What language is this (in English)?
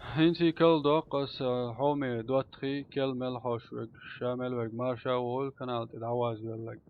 Chechen